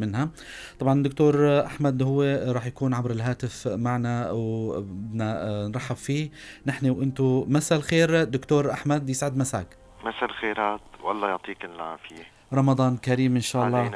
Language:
North Levantine Arabic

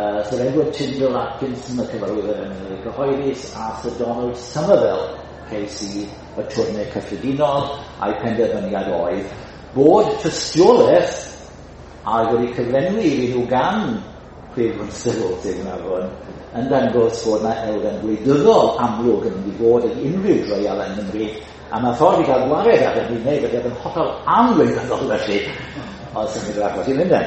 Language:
Welsh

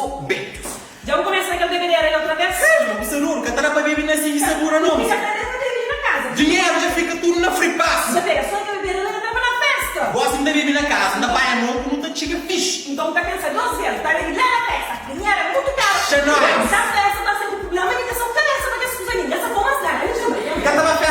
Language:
Kabuverdianu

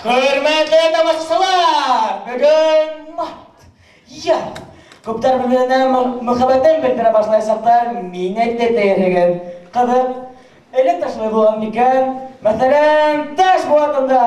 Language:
Bashkir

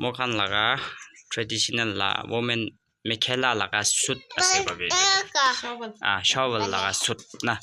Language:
Naga Pidgin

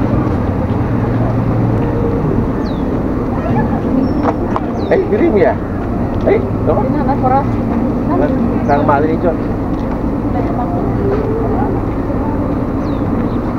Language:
Malay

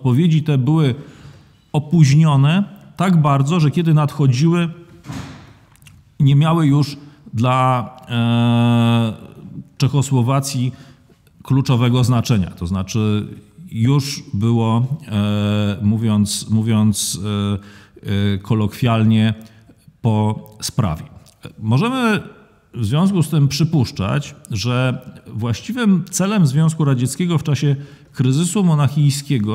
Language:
Polish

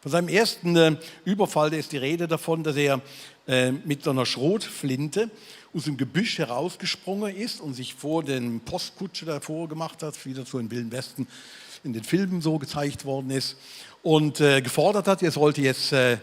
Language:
Swiss German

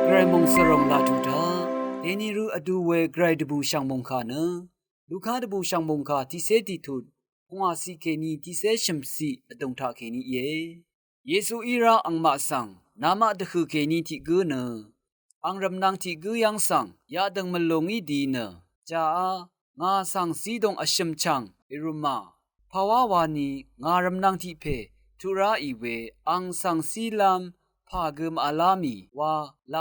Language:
Rawang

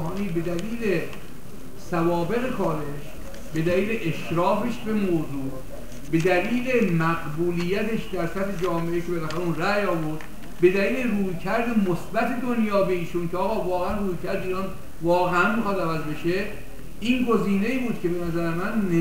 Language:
Persian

